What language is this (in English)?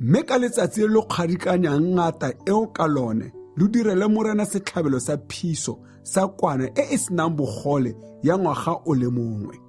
Tswana